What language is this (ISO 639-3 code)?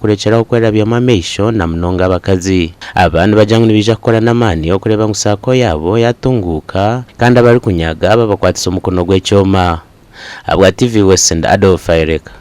nyn